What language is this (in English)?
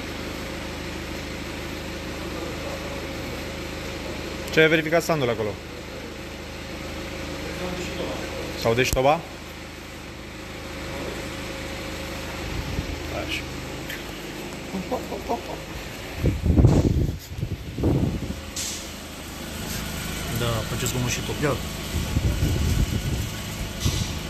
Romanian